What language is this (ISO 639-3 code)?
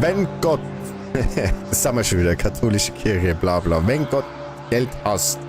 bar